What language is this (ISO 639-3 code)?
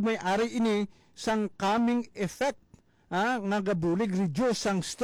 hil